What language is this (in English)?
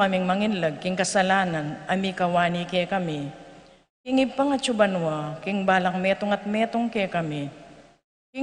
Pampanga